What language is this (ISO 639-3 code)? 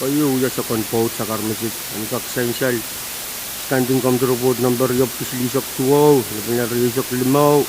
pon